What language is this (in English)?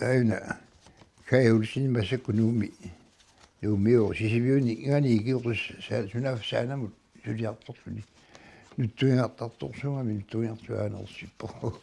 Kalaallisut